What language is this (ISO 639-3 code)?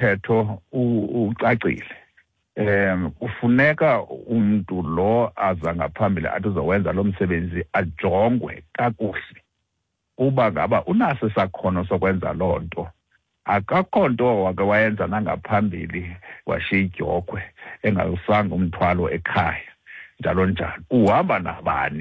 xho